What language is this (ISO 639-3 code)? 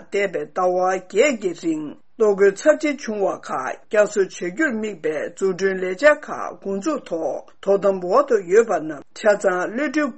bod